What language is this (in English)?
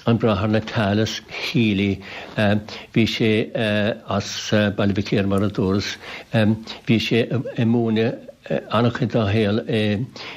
Irish